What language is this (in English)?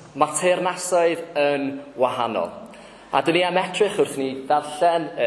Welsh